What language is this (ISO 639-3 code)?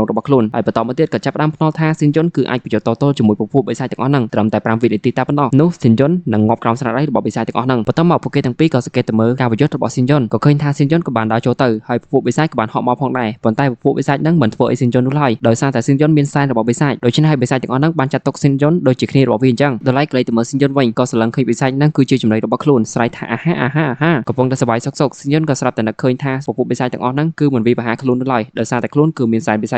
khm